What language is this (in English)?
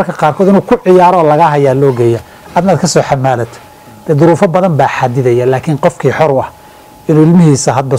Somali